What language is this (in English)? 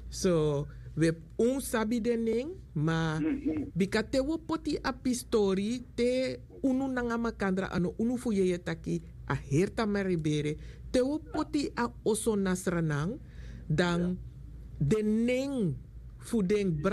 Sranan Tongo